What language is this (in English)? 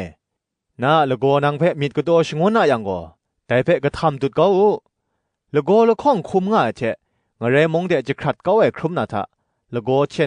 Kachin